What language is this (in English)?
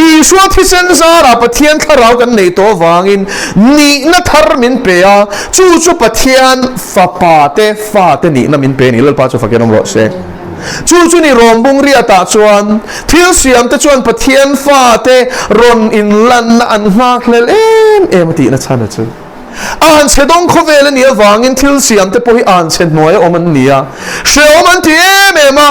Mizo